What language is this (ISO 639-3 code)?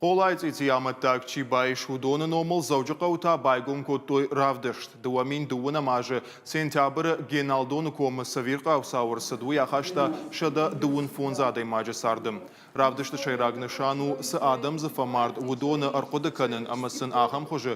oss